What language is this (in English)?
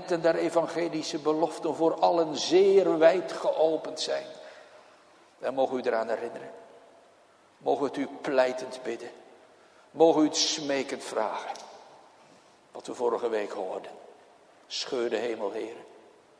Dutch